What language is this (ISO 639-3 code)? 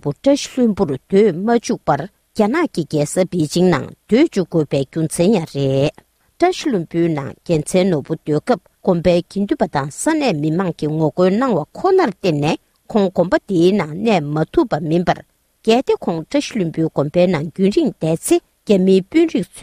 bod